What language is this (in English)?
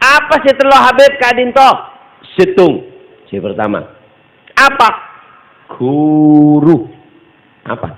Madurese